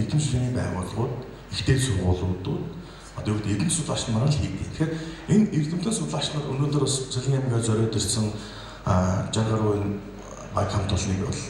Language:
Mongolian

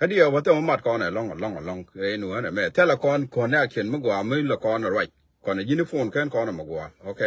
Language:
Nuer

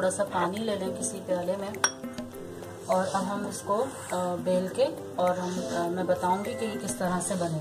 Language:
Hindi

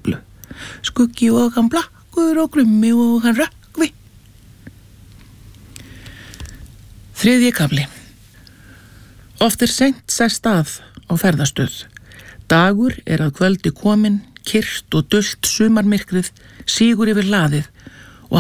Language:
Icelandic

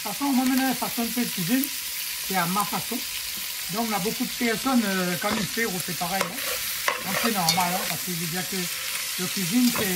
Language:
Réunion Creole French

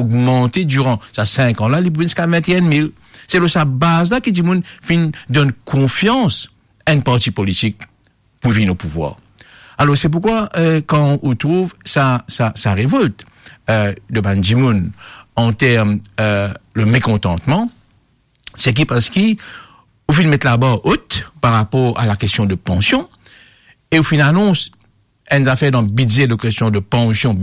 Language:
Morisyen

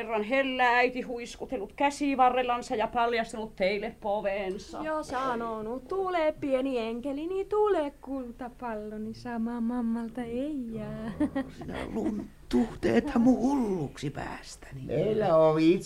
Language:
Finnish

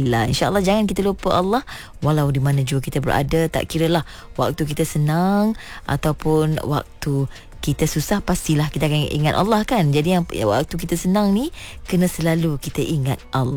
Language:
Malay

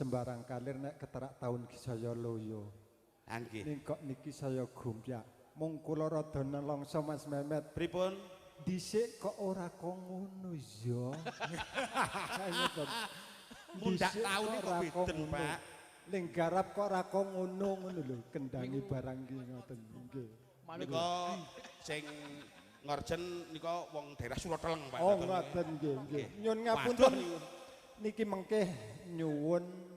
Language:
Javanese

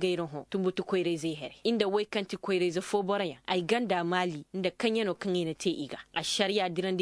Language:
Koyraboro Senni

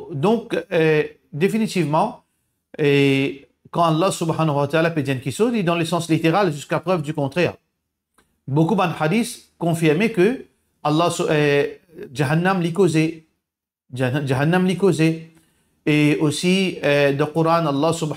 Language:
Morisyen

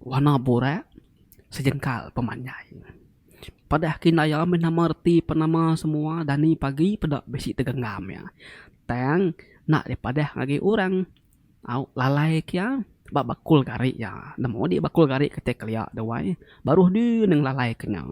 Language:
Iban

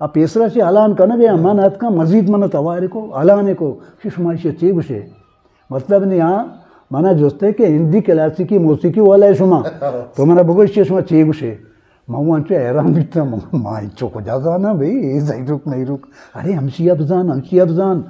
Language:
Eastern Balochi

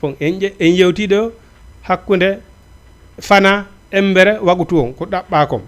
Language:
Fula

